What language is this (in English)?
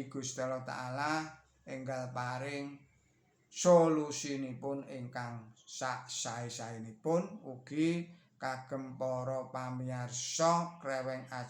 Javanese